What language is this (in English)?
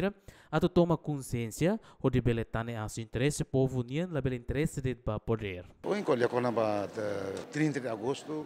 Tetum